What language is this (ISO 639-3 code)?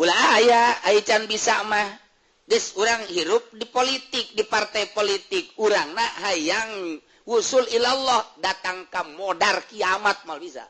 sun